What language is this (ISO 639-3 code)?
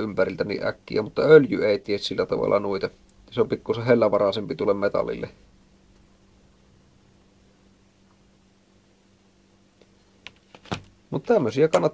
fin